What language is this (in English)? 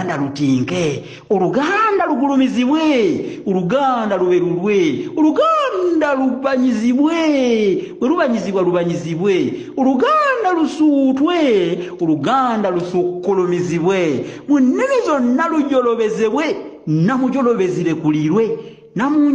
Ganda